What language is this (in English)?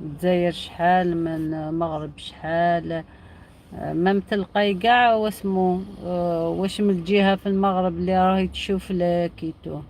Algerian Arabic